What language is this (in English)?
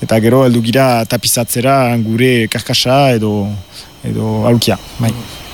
Basque